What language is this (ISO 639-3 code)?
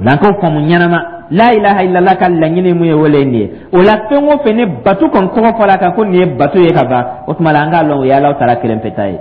dyu